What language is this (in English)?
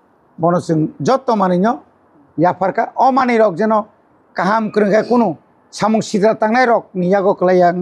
Kok Borok